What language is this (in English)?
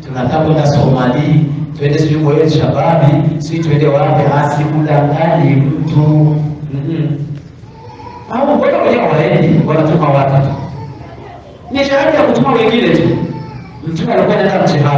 Swahili